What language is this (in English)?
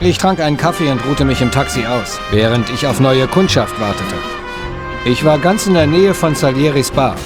Bavarian